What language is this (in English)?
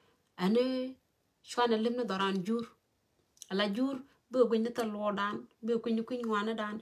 Nuer